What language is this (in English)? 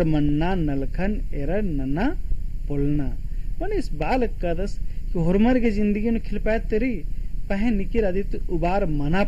Kurukh